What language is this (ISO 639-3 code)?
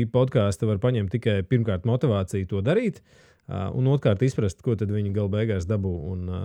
lav